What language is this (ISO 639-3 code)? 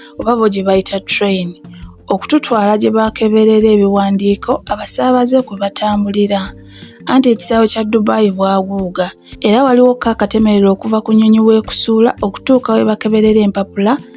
lug